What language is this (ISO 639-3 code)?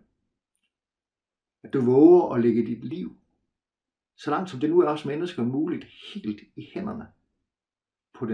dan